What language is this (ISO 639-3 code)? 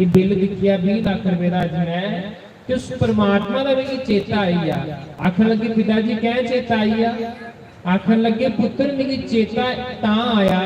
doi